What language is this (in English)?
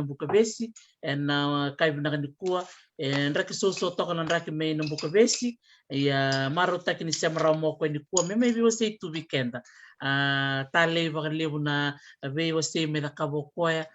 Fijian